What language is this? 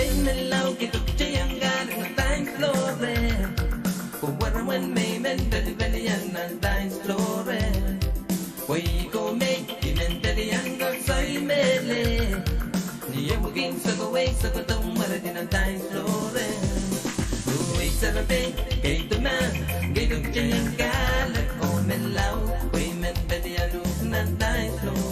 Pohnpeian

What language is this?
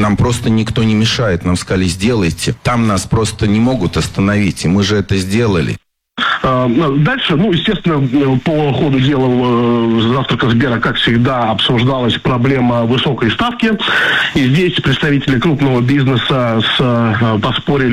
Russian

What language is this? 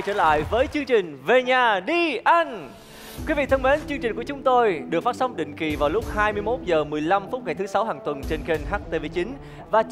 Vietnamese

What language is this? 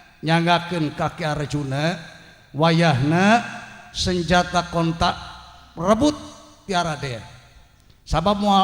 Sundanese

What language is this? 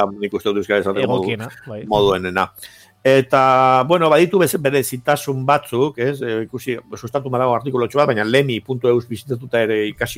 Basque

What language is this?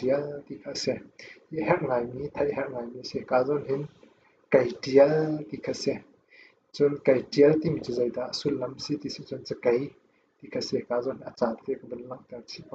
Hakha Chin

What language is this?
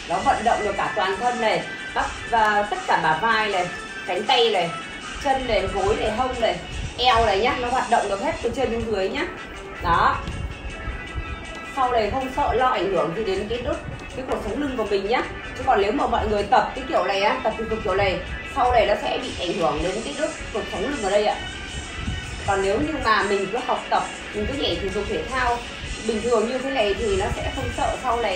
Vietnamese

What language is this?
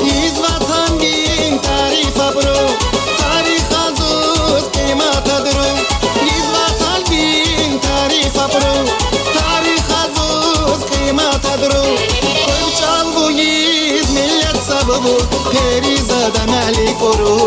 Tabassaran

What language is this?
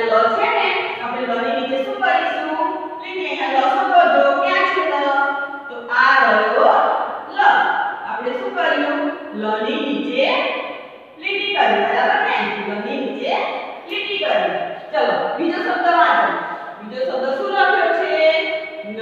Gujarati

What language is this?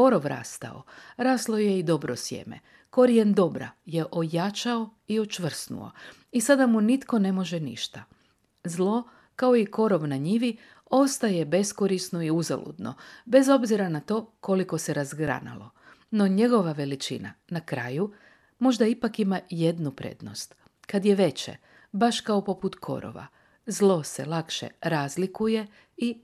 Croatian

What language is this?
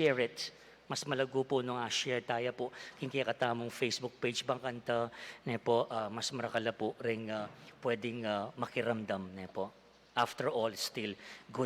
Pampanga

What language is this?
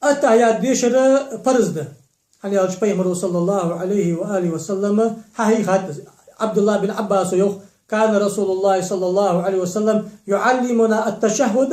Ingush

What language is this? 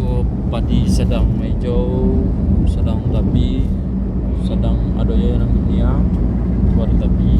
Minangkabau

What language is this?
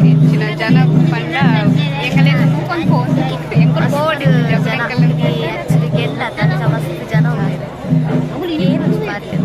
Tulu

